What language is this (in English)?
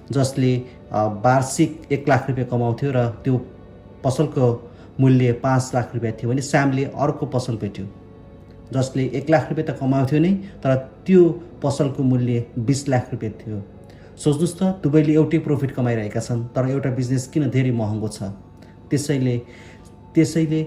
Nepali